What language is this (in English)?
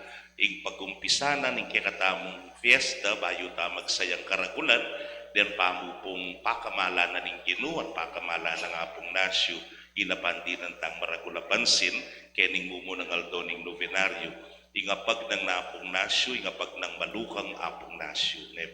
Pampanga